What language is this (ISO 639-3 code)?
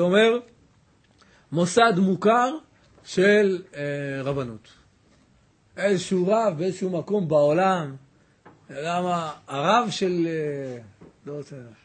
heb